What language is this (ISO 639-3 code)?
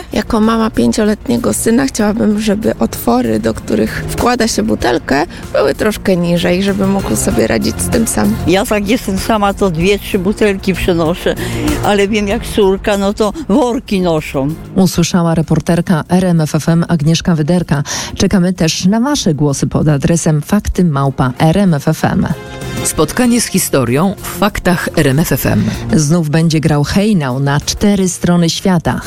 pol